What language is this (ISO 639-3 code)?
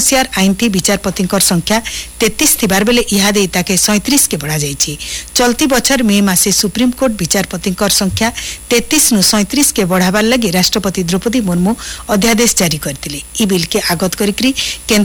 ori